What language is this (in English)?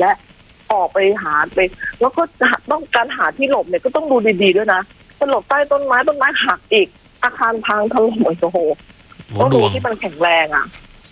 Thai